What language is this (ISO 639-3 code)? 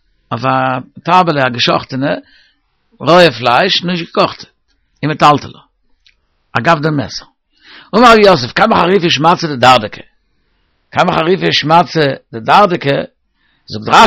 yid